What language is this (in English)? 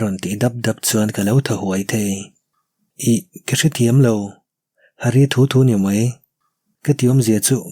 Mizo